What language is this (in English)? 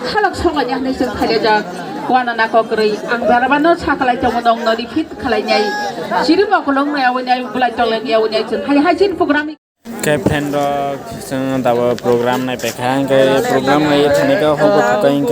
Kok Borok